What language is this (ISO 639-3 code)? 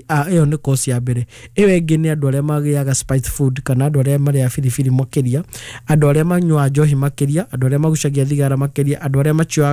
kik